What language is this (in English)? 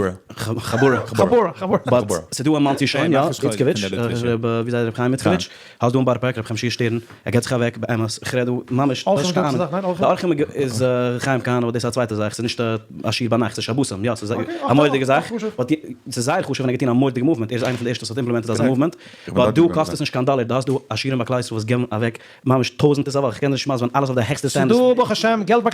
Yiddish